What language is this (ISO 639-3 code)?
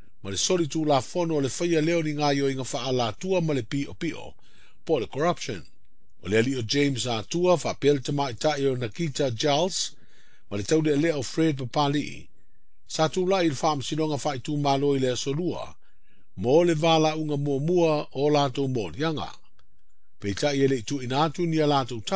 smo